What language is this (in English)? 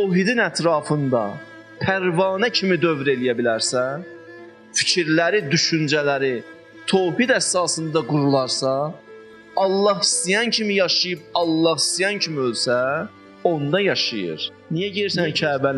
Azerbaijani